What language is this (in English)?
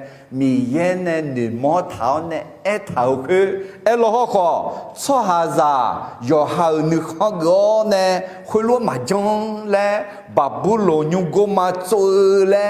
Akha